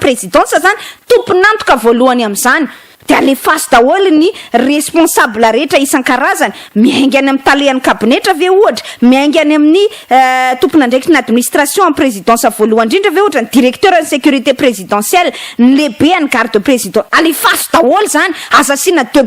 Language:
Malagasy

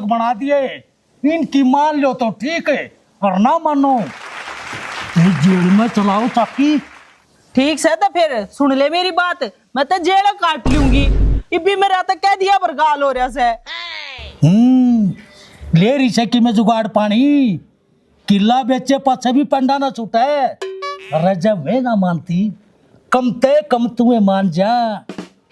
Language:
Haryanvi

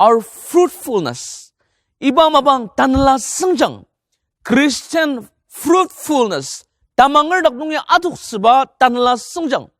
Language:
Ao Naga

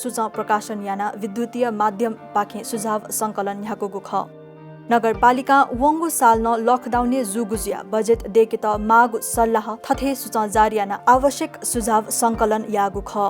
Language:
Newari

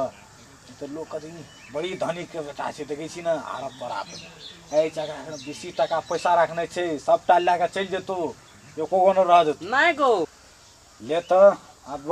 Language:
Maithili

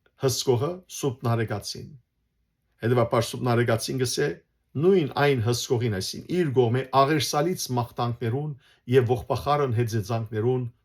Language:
Western Armenian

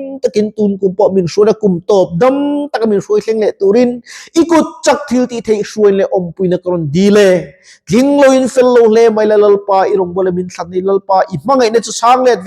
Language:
Mizo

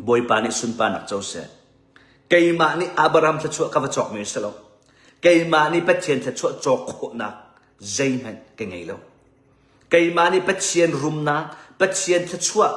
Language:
Hakha Chin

